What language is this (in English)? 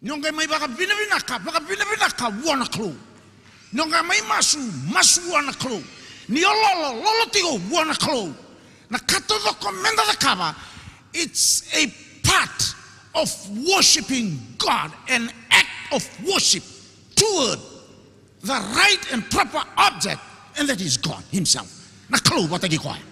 Fijian